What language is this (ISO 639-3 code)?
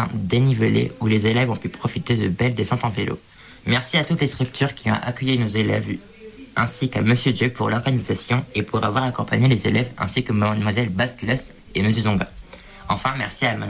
fra